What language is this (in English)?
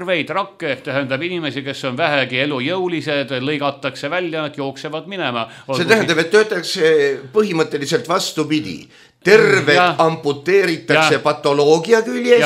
Estonian